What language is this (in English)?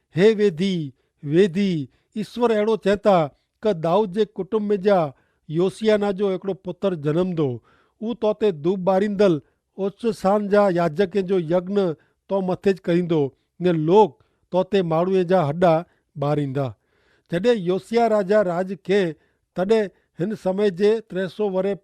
Kachhi